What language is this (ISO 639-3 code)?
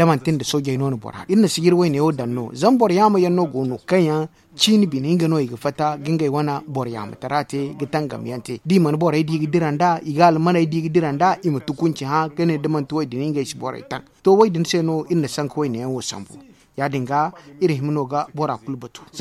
dje